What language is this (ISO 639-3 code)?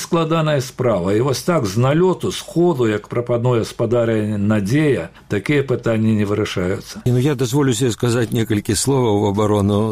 bel